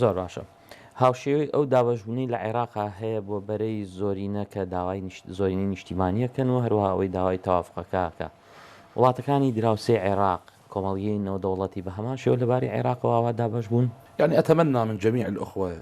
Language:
Central Kurdish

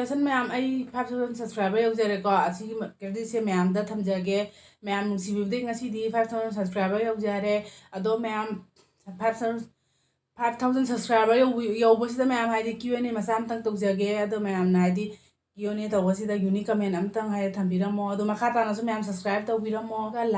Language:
Manipuri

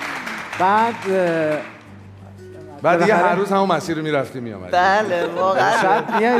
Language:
Persian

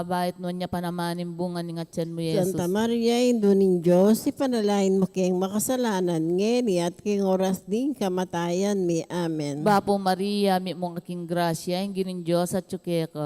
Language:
Pampanga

